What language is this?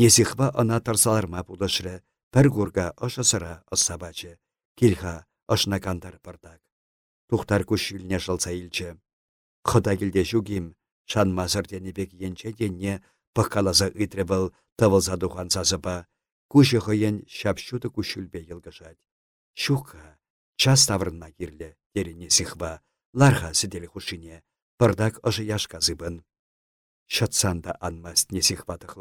Chuvash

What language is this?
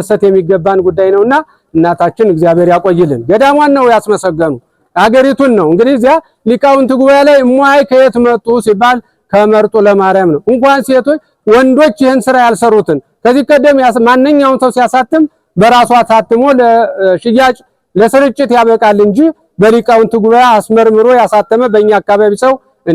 Amharic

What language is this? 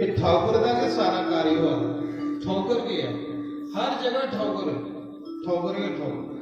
Dogri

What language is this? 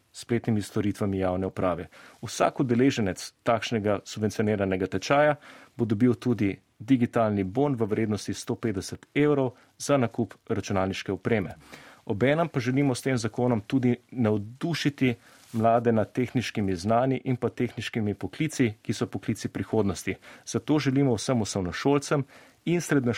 Slovenian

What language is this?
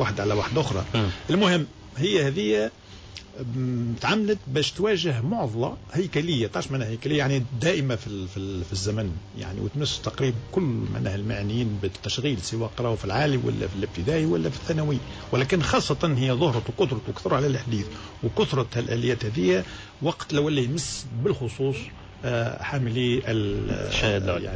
Tunisian Arabic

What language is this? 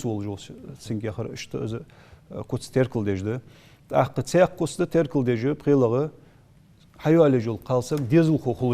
Ingush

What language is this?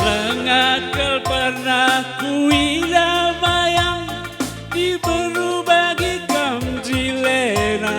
Batak Karo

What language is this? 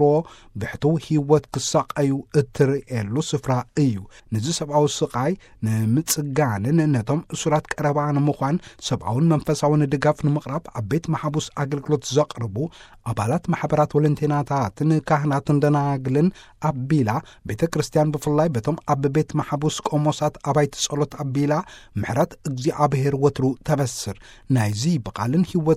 Tigrinya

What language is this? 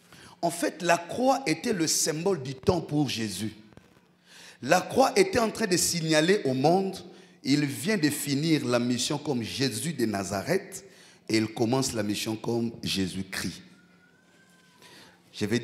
French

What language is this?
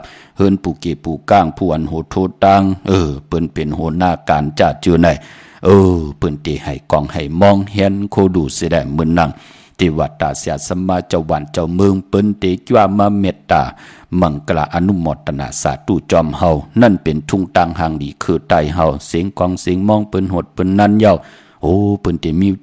Shan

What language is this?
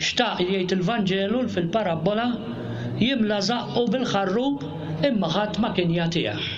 Maltese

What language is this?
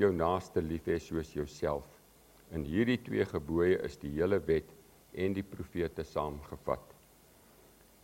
Afrikaans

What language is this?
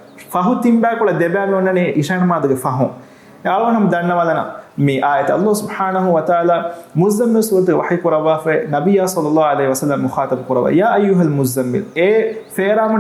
Divehi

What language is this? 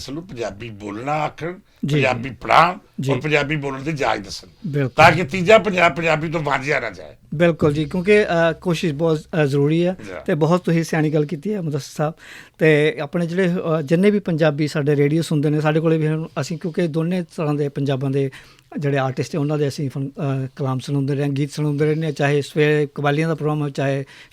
Western Panjabi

